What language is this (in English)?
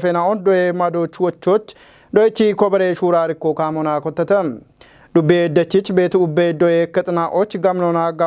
Kafa